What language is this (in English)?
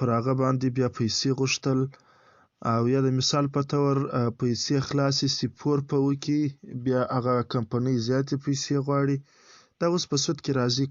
Pashto